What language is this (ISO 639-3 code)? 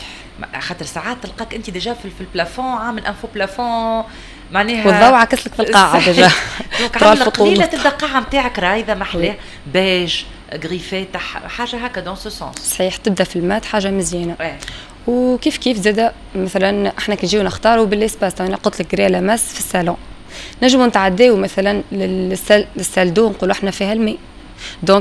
aeb